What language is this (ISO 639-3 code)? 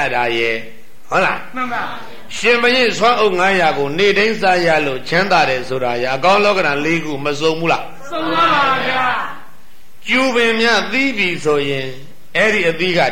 mya